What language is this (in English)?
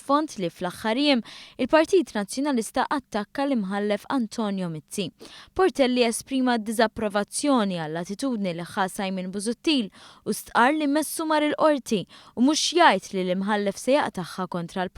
Maltese